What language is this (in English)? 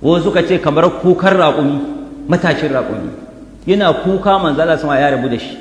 Hausa